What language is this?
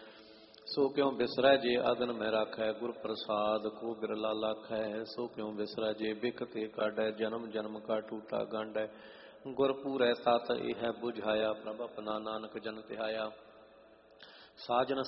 Punjabi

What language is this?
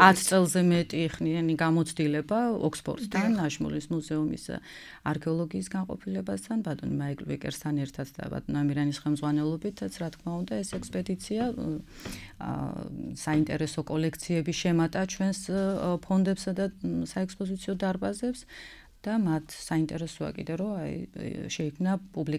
Georgian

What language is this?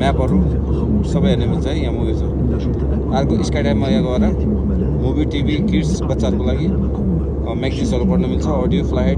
Nepali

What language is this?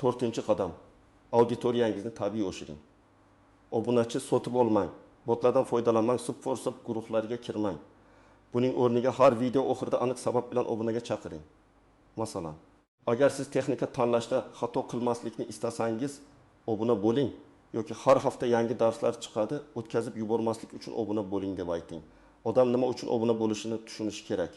Uzbek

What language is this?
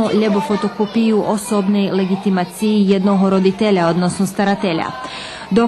Rusyn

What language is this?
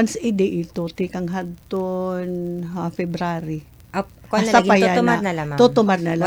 Waray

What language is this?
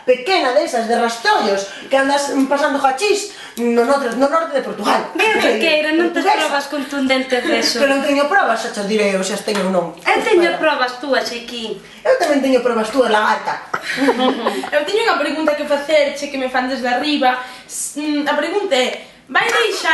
Galician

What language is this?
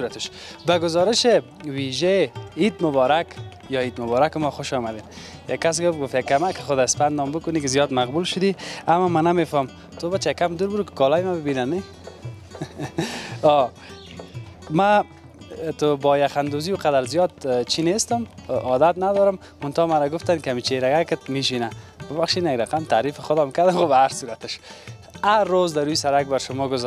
Persian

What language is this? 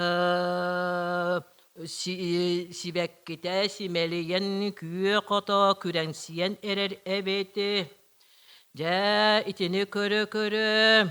Yakut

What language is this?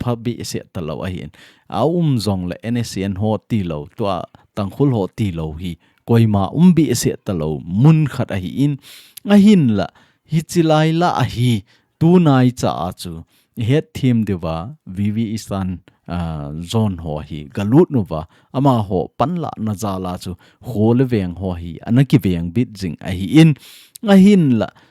Thado Chin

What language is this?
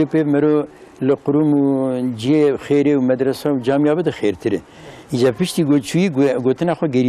Kurdish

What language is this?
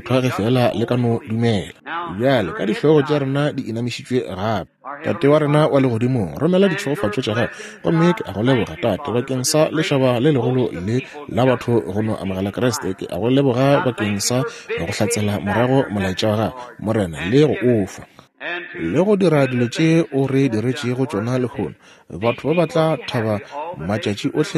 Northern Sotho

